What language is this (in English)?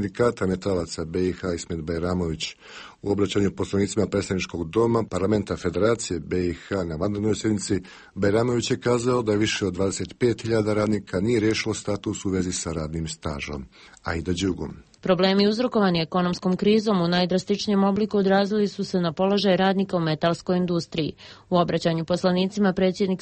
Bosnian